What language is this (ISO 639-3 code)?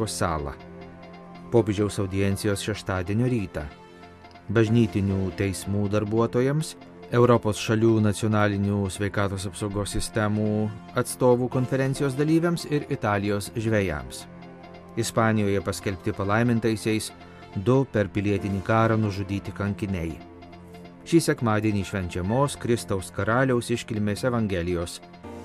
lit